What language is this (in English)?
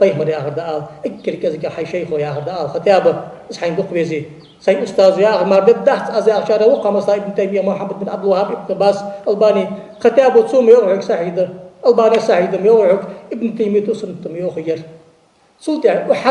Ingush